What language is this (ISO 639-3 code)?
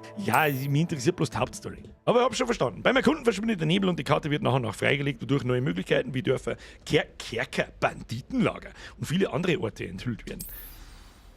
bar